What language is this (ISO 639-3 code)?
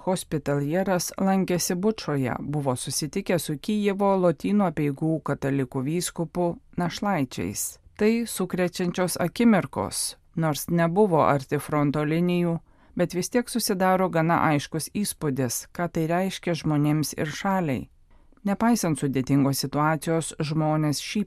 lit